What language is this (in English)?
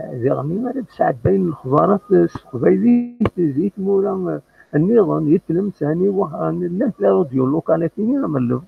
Kabyle